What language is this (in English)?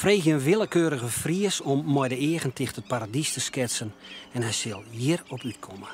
Western Frisian